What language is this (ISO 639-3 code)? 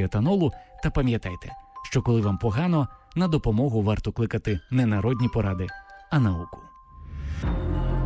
ukr